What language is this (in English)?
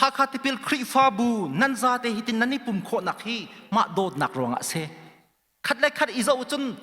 Hakha Chin